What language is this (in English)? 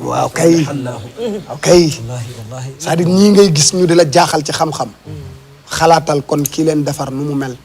Wolof